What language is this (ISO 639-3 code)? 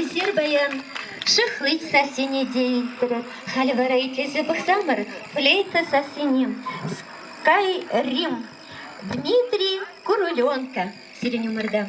chv